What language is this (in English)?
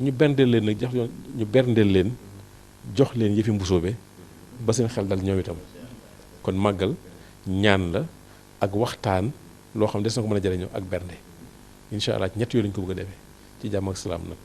Wolof